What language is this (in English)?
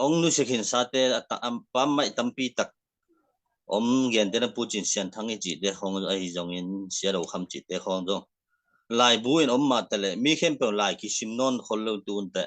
Tedim Chin